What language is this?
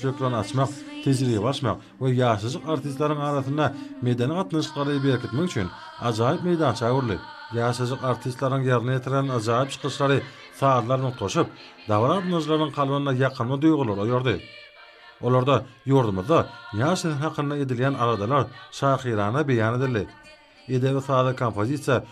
Turkmen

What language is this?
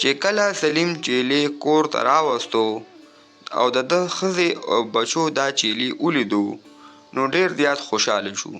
Pashto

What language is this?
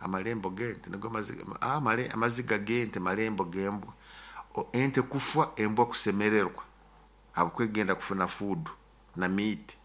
Nyoro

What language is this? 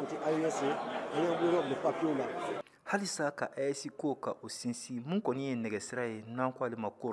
Bambara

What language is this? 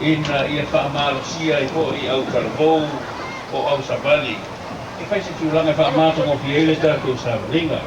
Samoan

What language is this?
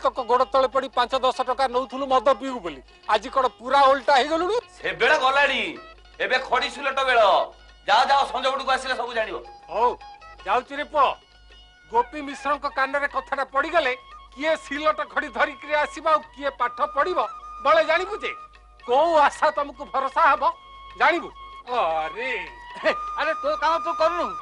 Odia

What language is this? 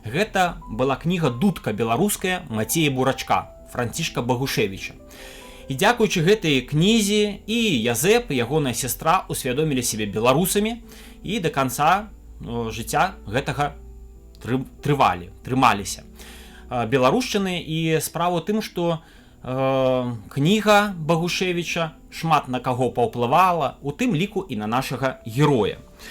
Belarusian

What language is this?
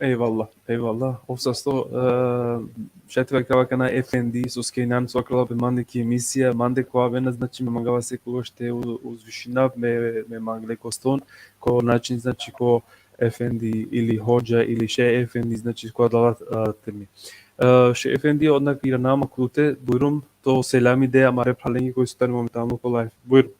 Balkan Romani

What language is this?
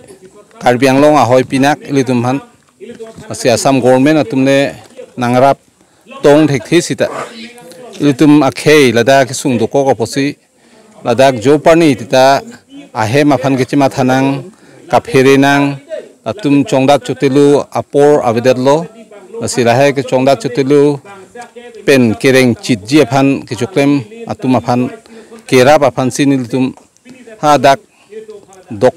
Karbi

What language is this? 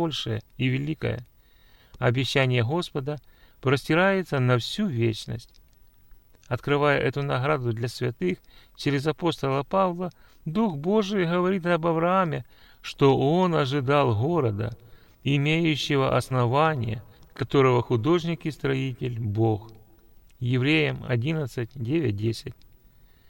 Russian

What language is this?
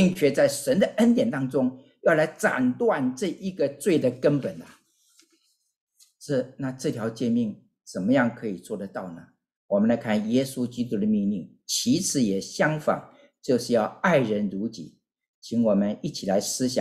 Chinese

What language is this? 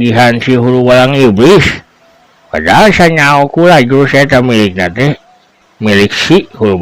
Sundanese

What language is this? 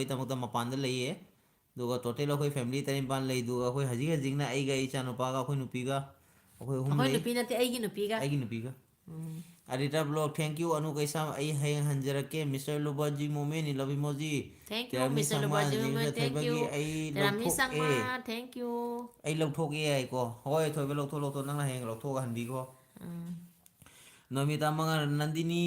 Manipuri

